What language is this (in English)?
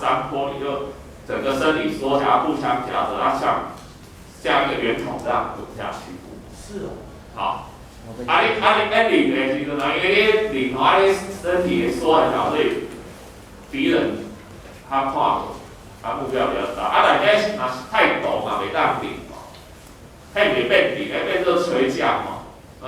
Min Nan Chinese